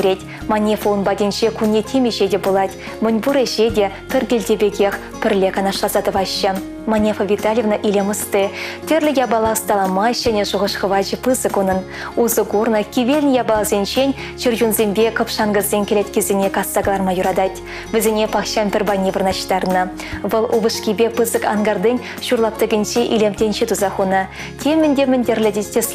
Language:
Chuvash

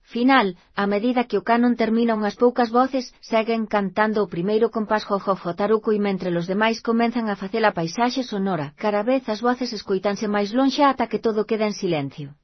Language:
Galician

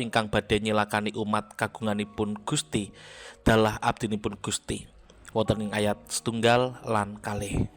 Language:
Javanese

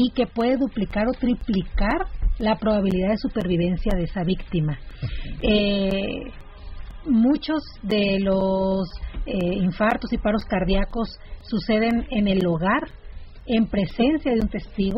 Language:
Spanish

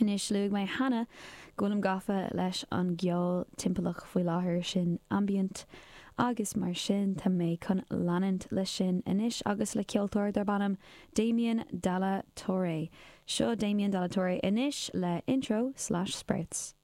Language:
Irish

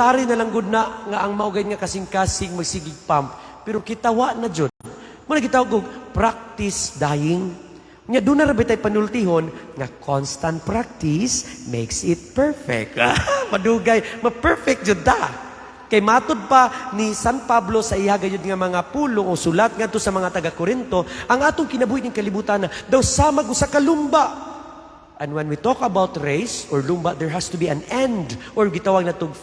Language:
Cebuano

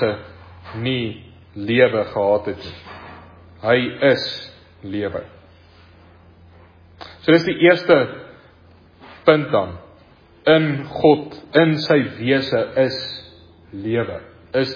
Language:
Afrikaans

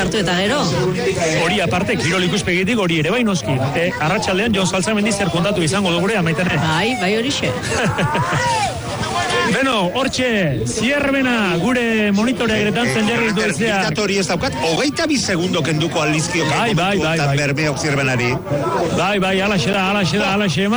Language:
Basque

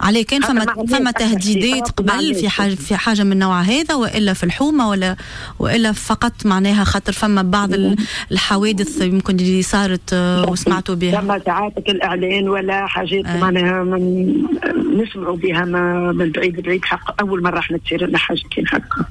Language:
Tunisian Arabic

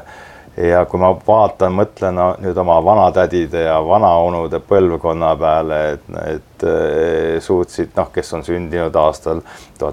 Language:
Estonian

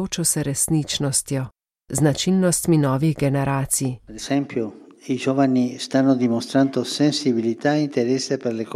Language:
Slovenian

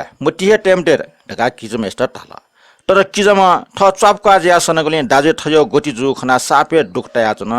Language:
Newari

